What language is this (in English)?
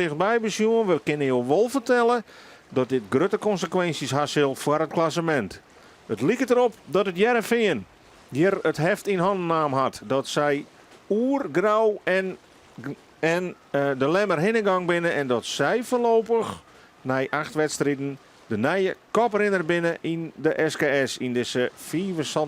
Western Frisian